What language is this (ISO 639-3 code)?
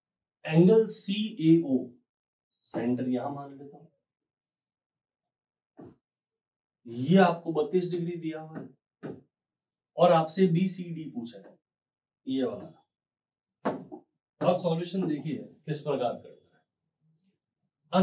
hin